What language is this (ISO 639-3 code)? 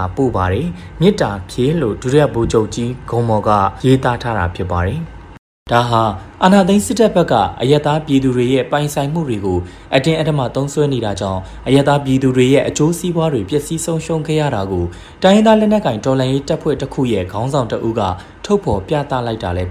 mya